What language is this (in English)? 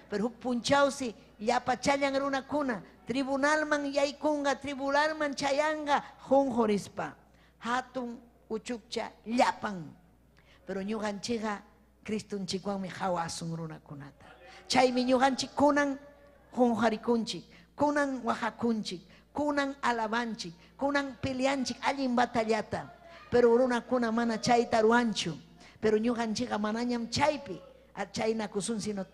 Ayacucho Quechua